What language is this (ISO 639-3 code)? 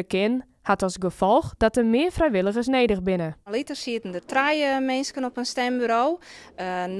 fry